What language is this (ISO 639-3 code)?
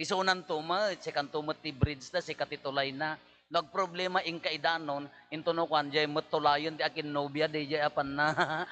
ilo